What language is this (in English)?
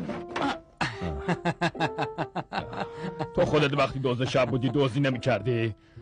Persian